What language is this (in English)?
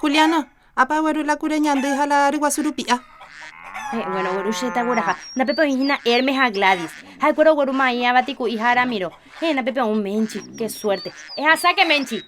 Guarani